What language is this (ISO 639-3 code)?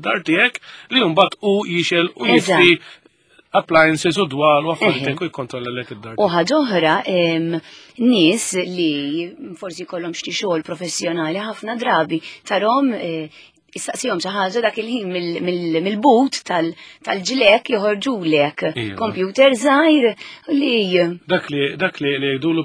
mlt